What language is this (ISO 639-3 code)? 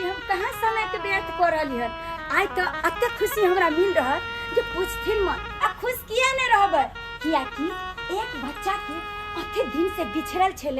mai